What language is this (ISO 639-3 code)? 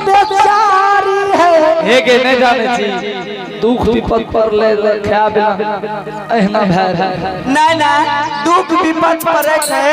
anp